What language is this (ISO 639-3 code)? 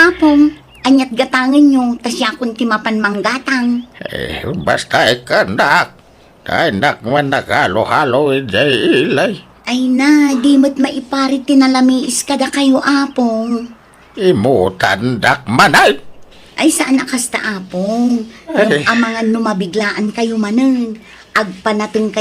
ilo